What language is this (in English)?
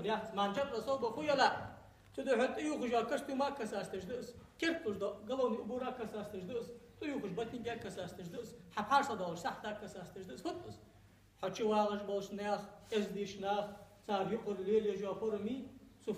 Ingush